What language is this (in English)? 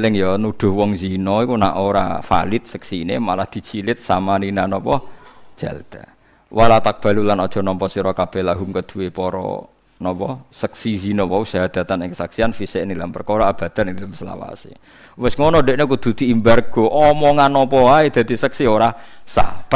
Javanese